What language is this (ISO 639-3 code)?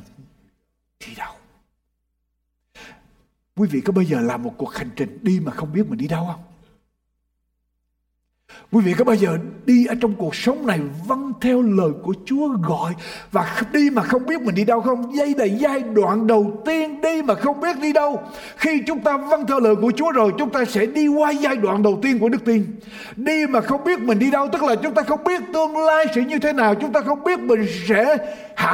vie